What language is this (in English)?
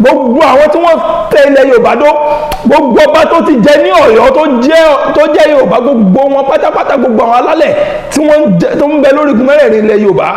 Yoruba